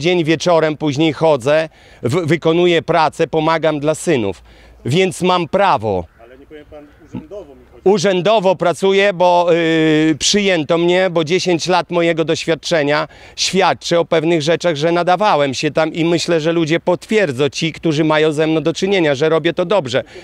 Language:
Polish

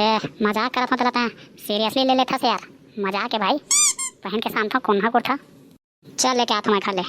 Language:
Chhattisgarhi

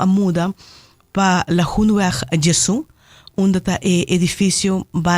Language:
Papiamento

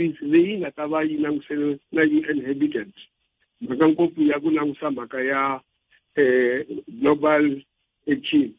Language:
Tsonga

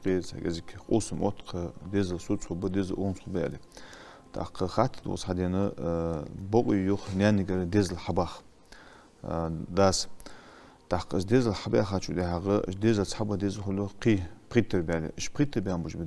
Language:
Ingush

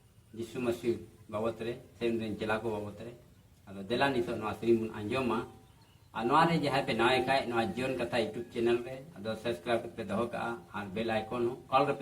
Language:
Santali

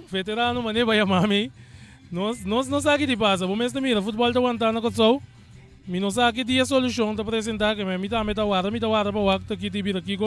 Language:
Papiamento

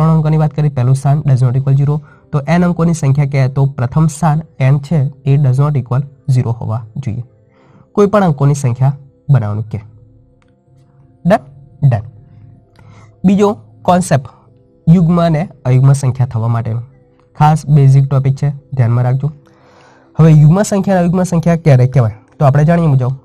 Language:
Gujarati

